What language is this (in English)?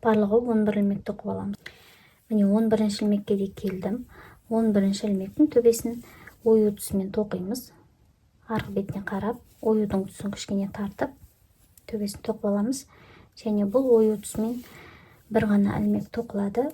Kazakh